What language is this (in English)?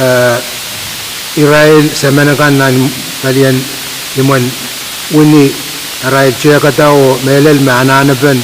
Pohnpeian